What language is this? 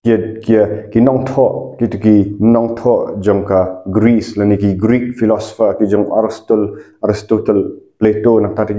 Khasi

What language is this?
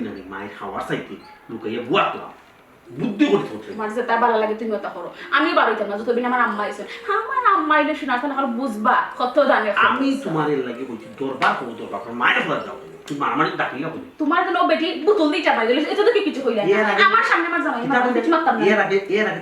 Sylheti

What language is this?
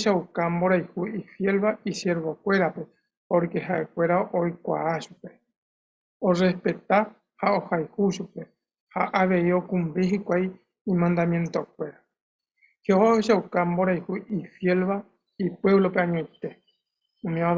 Guarani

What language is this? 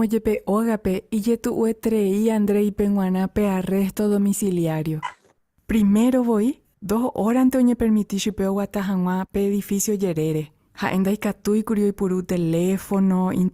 Guarani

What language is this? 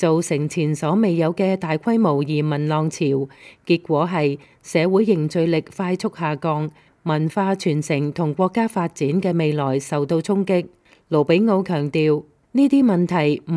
Cantonese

